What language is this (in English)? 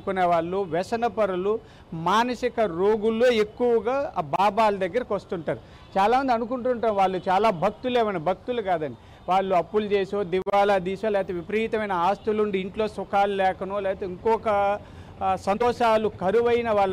Telugu